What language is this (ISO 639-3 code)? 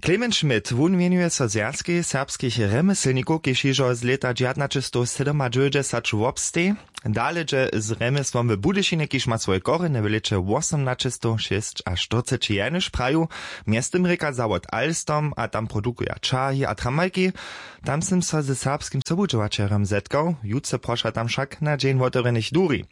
hsb